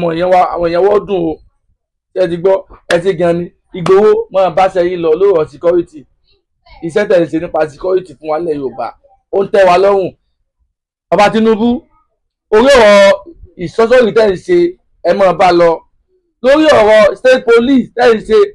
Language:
Yoruba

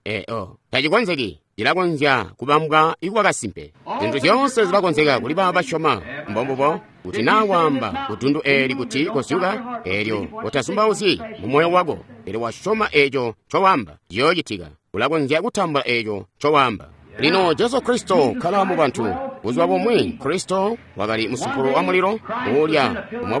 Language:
Tonga (Zambia)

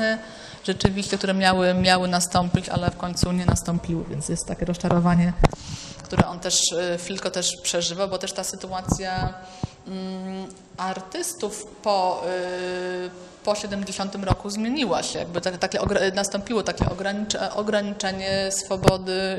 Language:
Polish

